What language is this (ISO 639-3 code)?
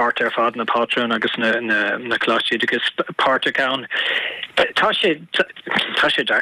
gle